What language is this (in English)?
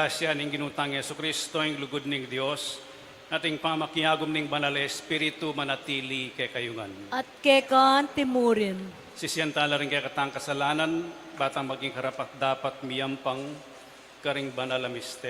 Pampanga